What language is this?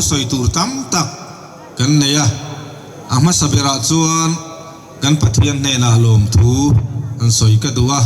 Mizo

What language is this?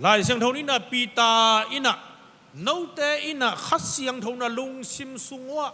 Tedim Chin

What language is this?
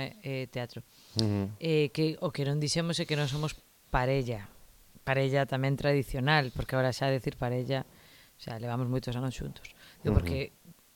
Galician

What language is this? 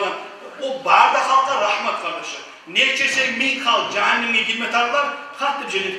Kumyk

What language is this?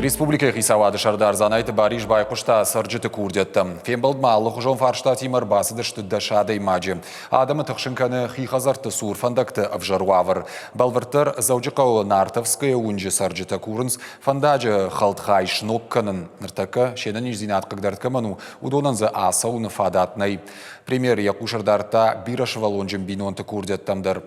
Ossetic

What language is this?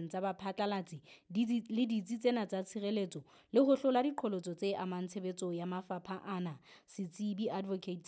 Southern Sotho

